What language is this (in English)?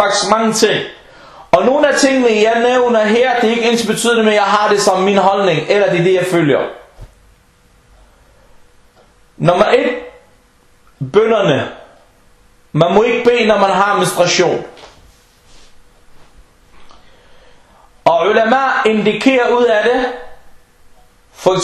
Danish